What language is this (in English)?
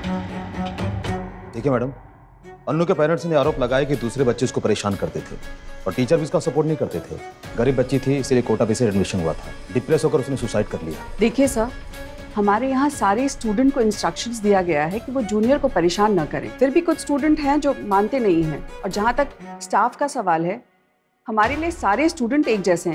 Hindi